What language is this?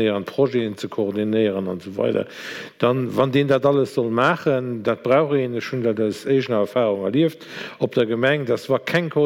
Luxembourgish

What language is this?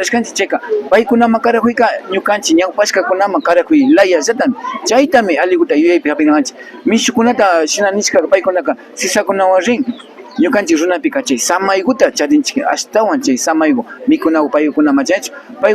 Imbabura Highland Quichua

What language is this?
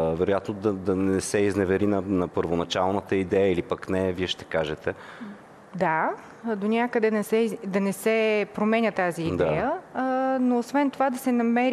Bulgarian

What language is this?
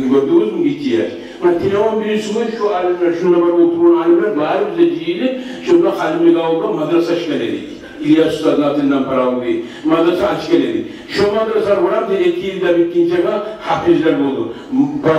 Kumyk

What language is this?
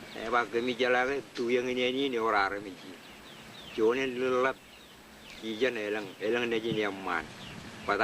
Marshallese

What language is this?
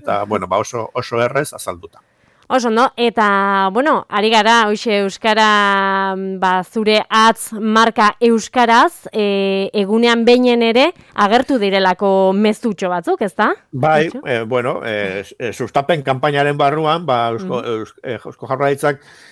Basque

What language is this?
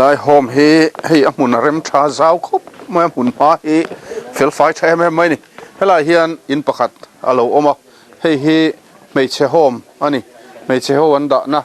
Mizo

